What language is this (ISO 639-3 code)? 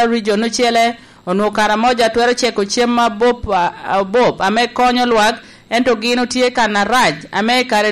laj